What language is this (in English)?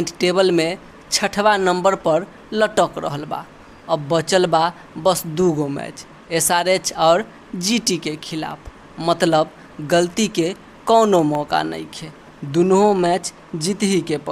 Bhojpuri